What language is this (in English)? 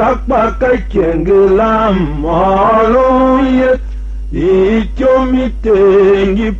Tiv